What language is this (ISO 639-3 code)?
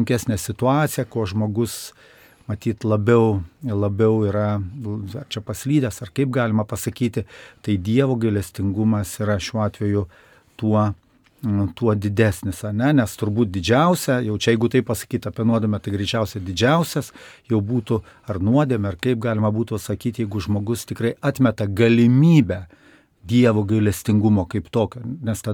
lit